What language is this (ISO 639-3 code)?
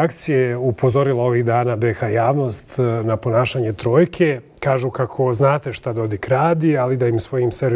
bos